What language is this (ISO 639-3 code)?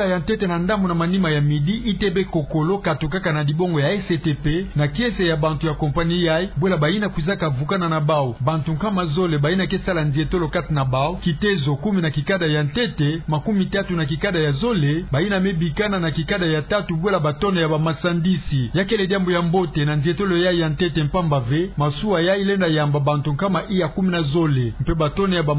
ktu